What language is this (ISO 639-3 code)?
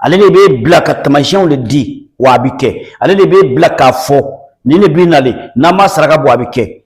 bam